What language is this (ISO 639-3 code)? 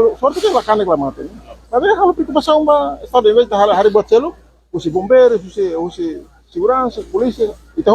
tet